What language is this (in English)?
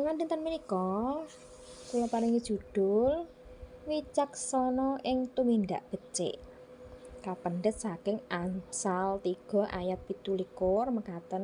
Javanese